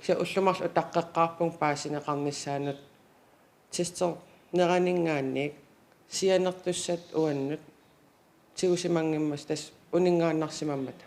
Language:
Kalaallisut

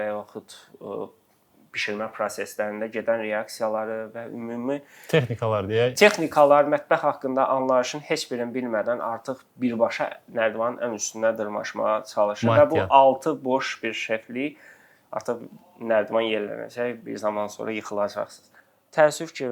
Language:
Azerbaijani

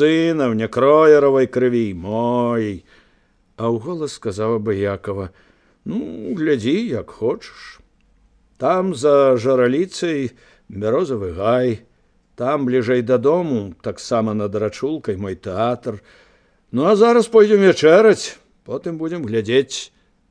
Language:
Belarusian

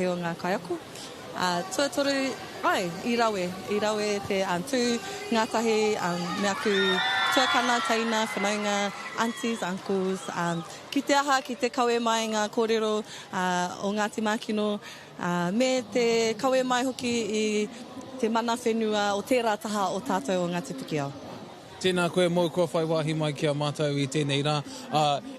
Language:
Māori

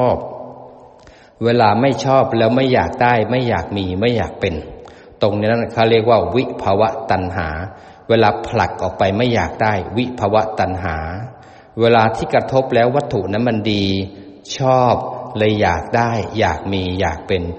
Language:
Thai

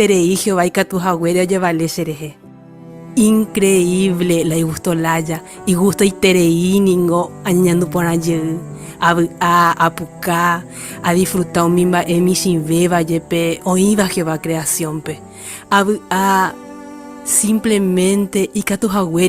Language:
Guarani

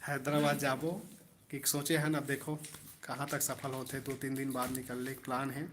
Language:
Chhattisgarhi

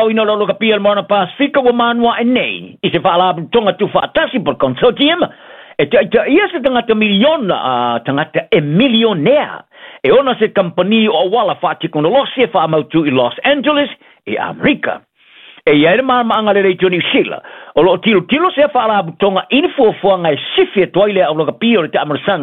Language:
Samoan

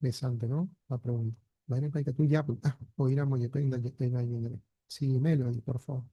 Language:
Guarani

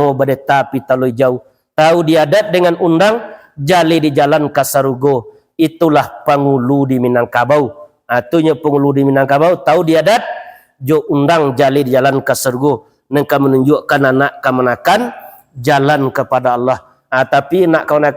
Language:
Minangkabau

